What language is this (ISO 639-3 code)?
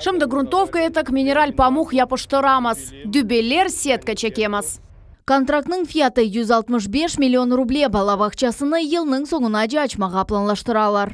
crh